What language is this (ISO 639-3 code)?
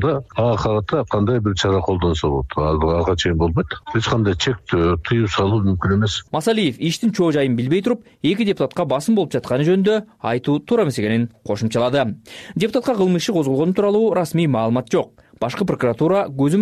kir